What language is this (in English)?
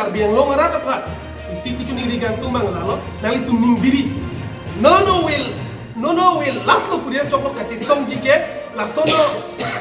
Karbi